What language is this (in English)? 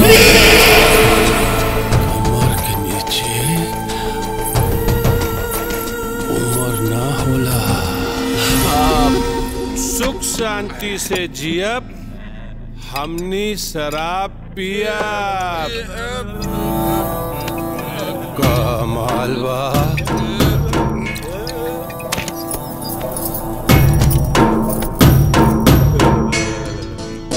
Bhojpuri